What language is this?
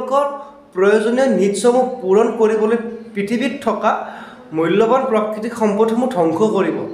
Assamese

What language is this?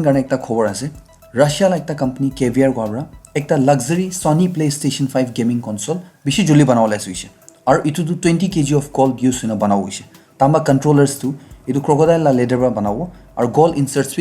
Naga Pidgin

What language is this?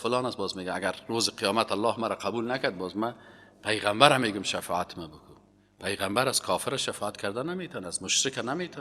Persian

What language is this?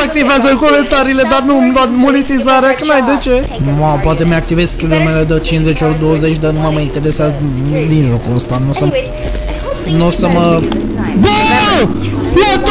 Romanian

